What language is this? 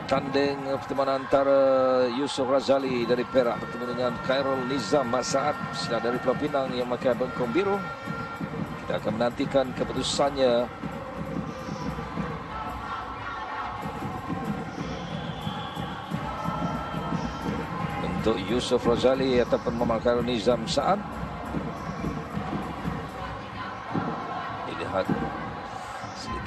Malay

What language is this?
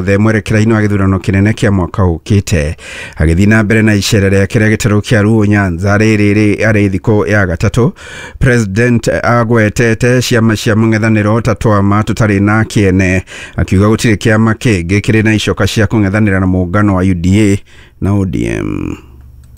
Kikuyu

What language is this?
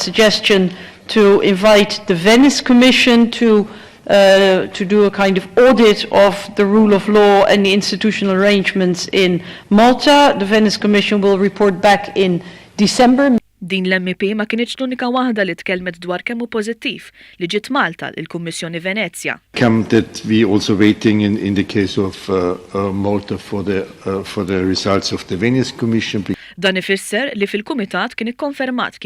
Maltese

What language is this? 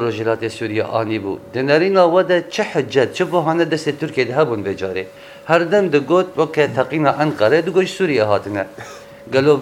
Kurdish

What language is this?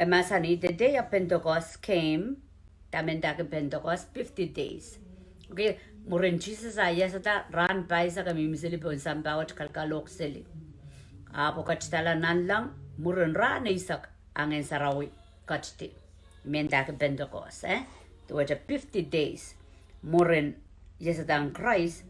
Pohnpeian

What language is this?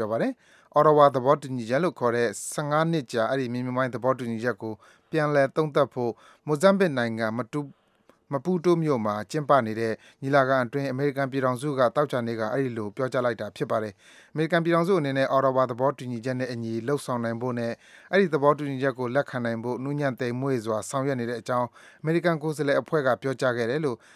Burmese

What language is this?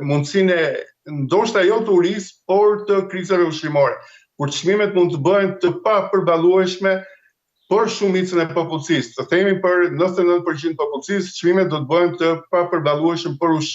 Albanian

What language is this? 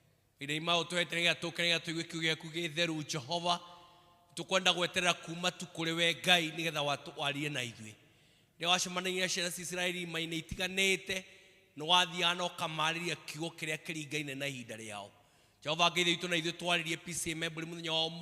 Kikuyu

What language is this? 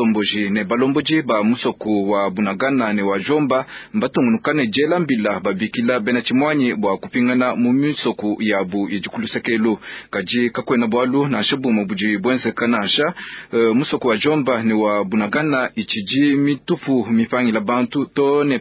Luba-Lulua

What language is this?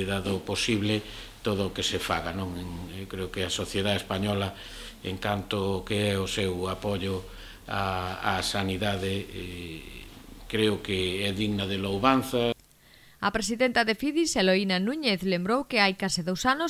Galician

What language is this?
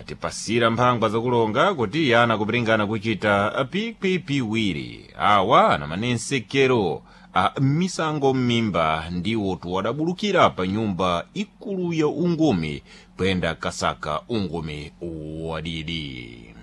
Sena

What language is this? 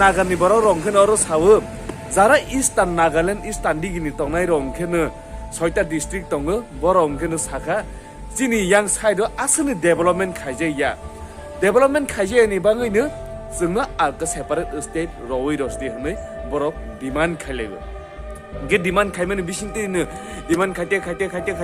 Kok Borok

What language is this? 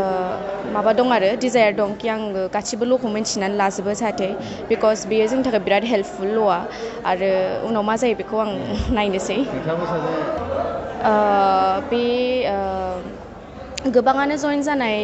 Bodo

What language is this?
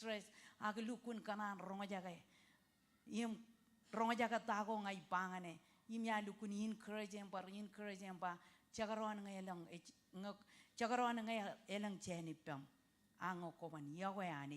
Marshallese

